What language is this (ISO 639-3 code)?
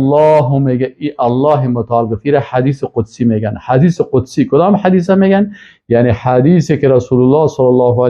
fas